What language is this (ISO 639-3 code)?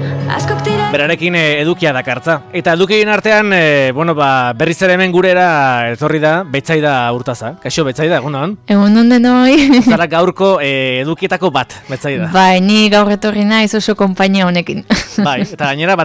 eus